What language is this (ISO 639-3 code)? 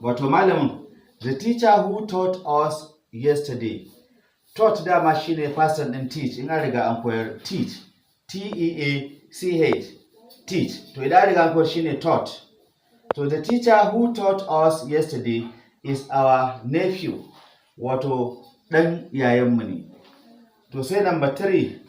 hau